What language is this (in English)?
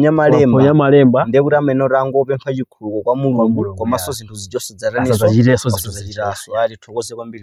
Nyanja